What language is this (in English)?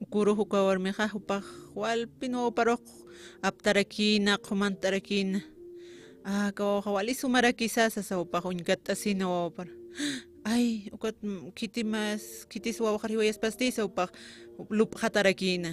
Aymara